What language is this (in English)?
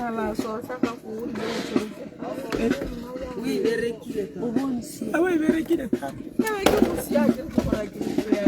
Tswana